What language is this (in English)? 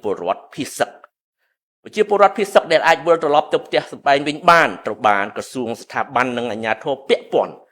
Khmer